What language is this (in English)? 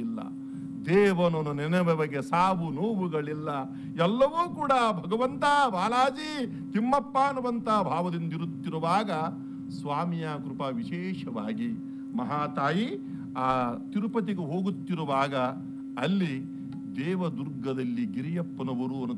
Kannada